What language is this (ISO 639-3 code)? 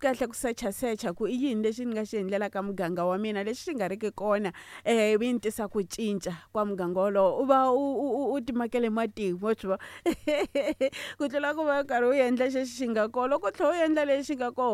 tso